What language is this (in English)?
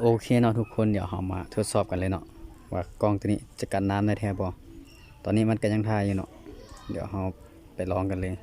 Lao